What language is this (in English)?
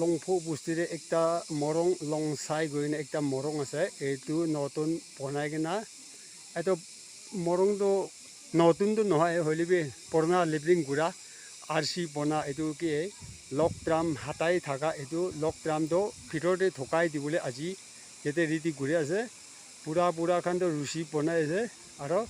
Naga Pidgin